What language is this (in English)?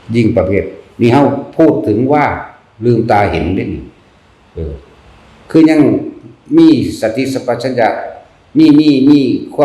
Lao